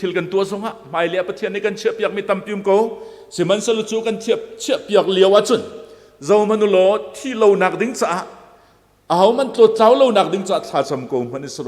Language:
Hakha Chin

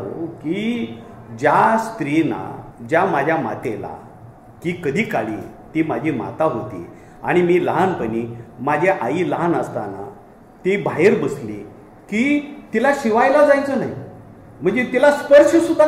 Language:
Marathi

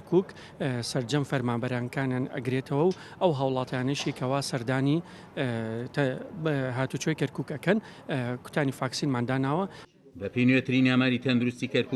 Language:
Central Kurdish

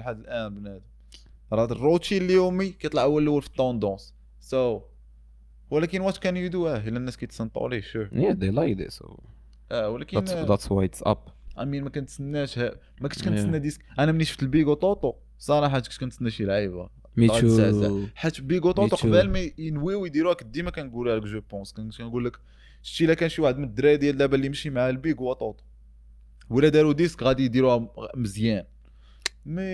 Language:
Moroccan Arabic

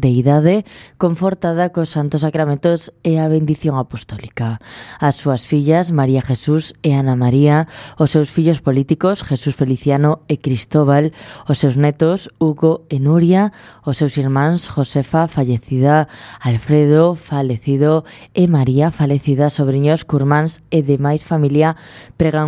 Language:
Galician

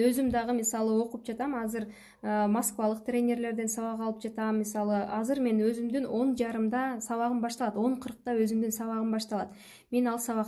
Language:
Kyrgyz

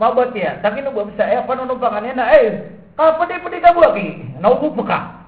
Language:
Maranao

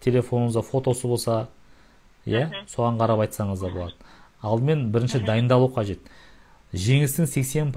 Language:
Kazakh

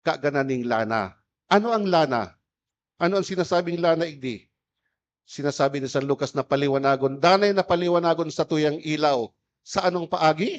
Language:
Bikol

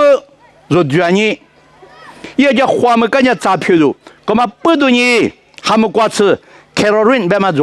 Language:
Lisu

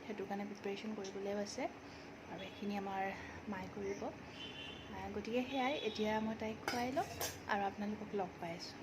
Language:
Assamese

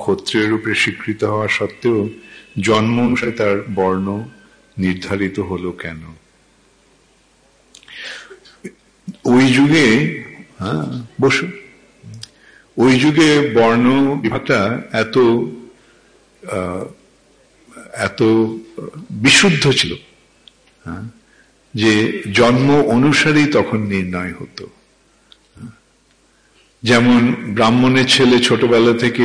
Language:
Bangla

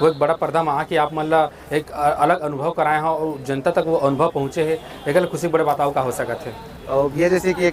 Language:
Chhattisgarhi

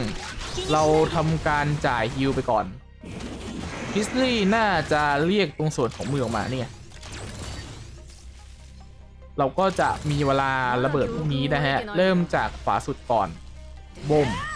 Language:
Thai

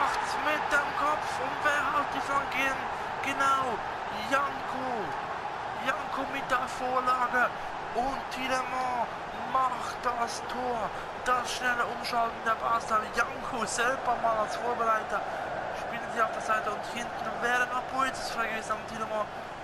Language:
Swiss German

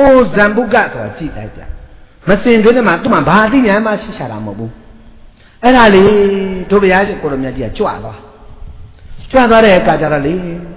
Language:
Burmese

